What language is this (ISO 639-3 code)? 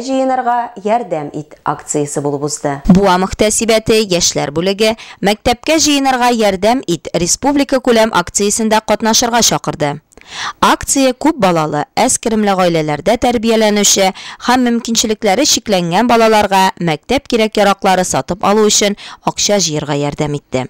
tat